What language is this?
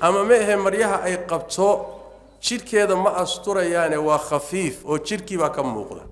Somali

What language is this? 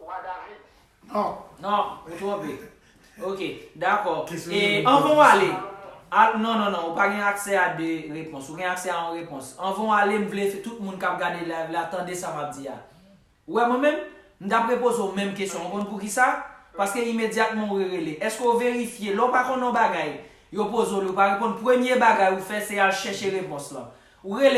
Haitian Creole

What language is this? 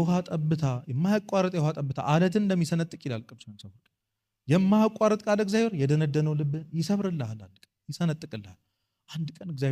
Amharic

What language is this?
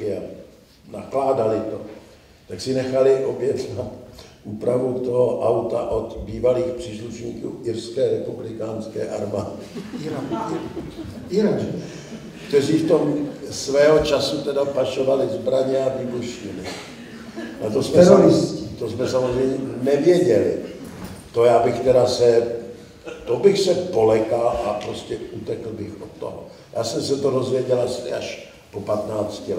Czech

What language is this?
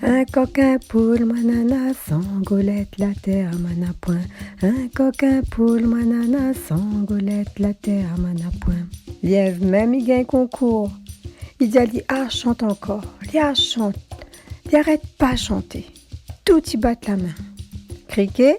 Réunion Creole French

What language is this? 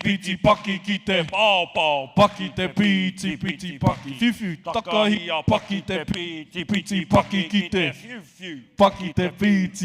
Māori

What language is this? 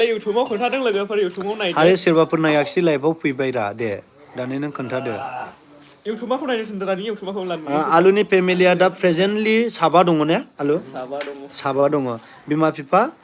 Bodo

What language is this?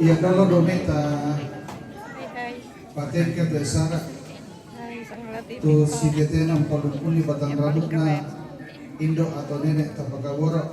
Toraja-Sa'dan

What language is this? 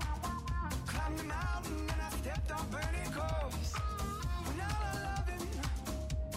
English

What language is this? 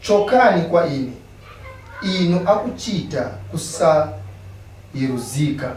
Nyanja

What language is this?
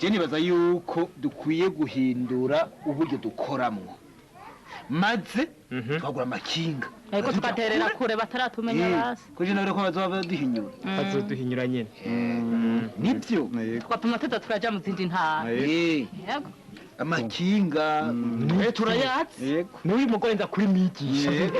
Rundi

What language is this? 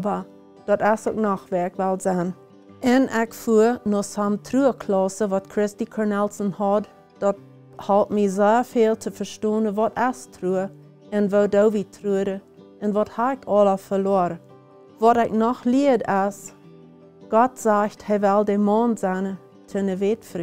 Plautdietsch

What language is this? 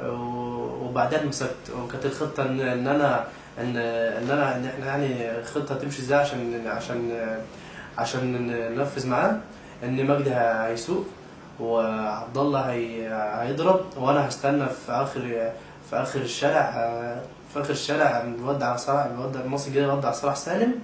Egyptian Arabic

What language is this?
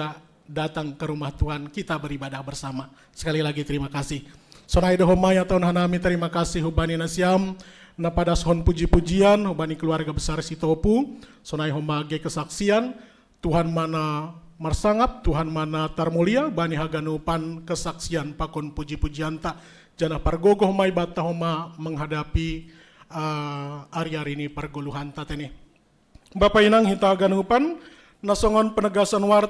Batak Simalungun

